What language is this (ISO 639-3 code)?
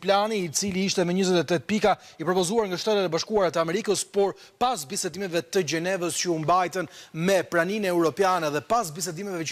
sqi